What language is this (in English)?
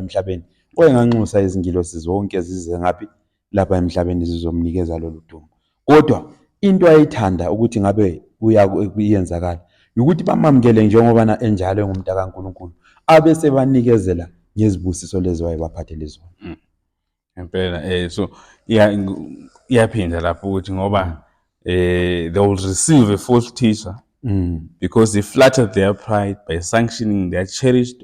Zulu